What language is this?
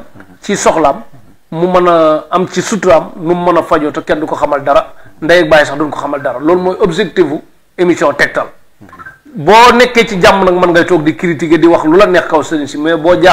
Wolof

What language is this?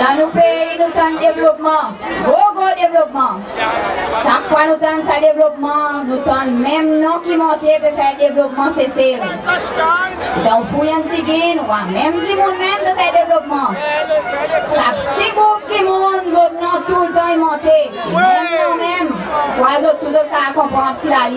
Seselwa Creole French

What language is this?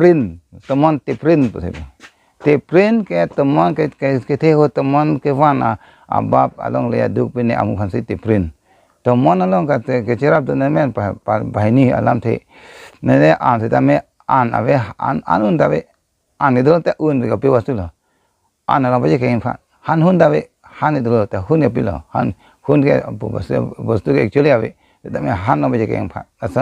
Karbi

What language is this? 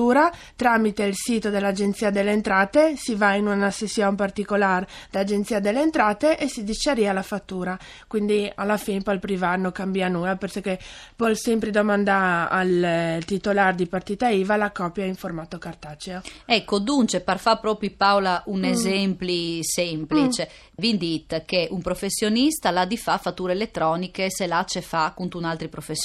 Friulian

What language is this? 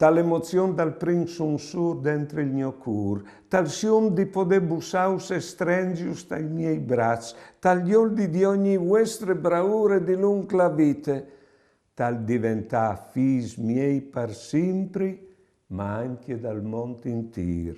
Friulian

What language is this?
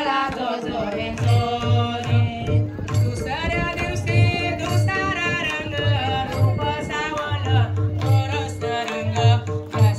Marathi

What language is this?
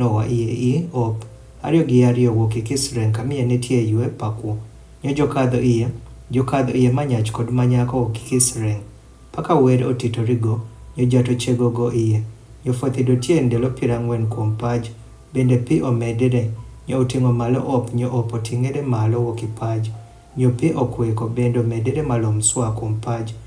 Adhola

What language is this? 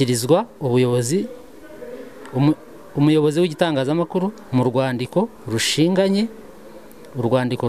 Kinyarwanda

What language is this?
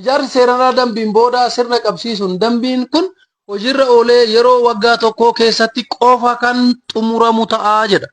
Oromo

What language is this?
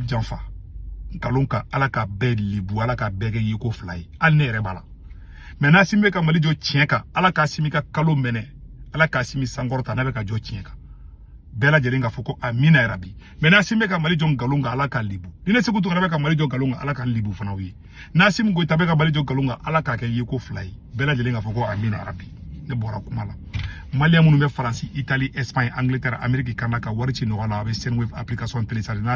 Bambara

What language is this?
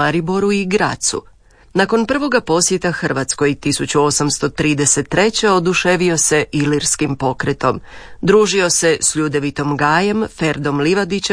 Croatian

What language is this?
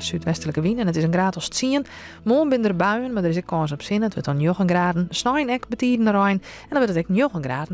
Western Frisian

